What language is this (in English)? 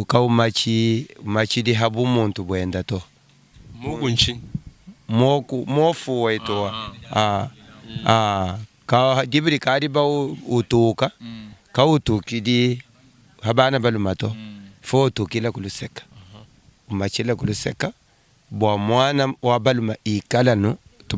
Luba-Lulua